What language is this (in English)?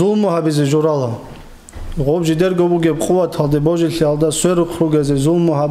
Avaric